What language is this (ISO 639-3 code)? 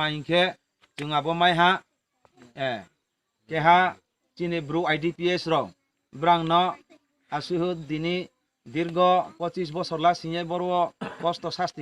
ria